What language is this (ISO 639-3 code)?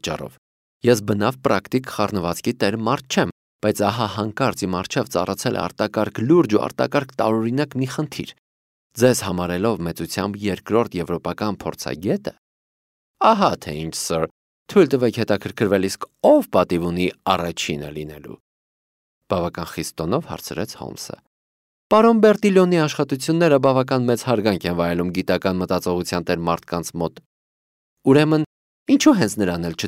hye